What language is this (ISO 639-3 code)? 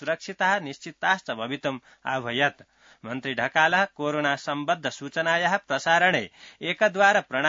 san